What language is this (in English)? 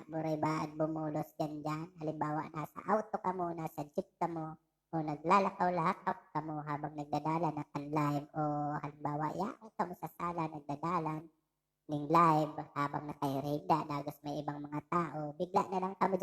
Bikol